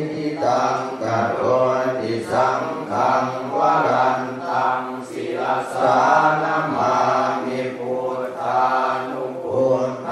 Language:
Pali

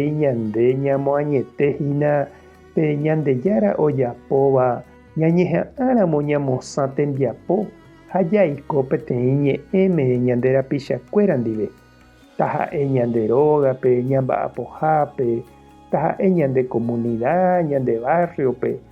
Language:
Guarani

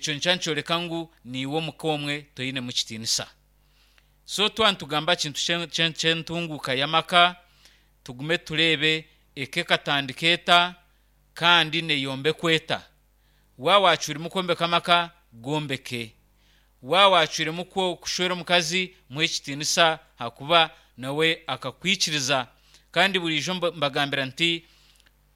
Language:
Nyankole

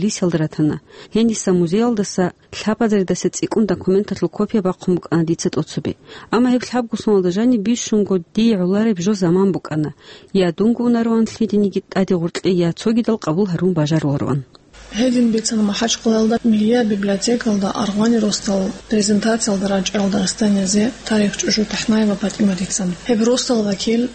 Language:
Avaric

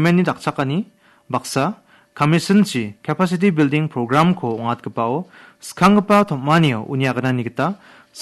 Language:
Garo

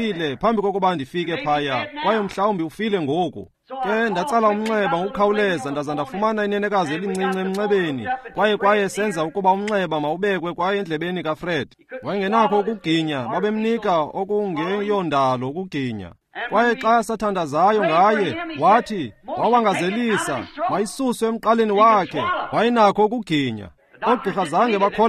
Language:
Xhosa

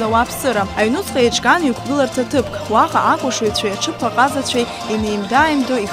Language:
Abkhazian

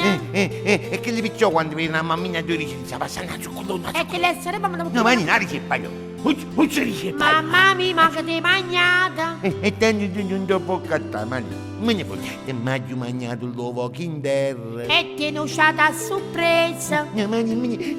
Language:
Neapolitan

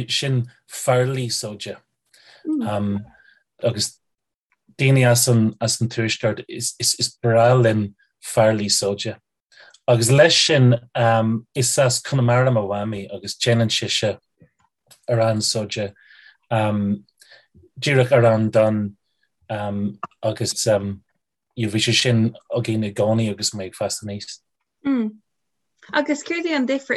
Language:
Irish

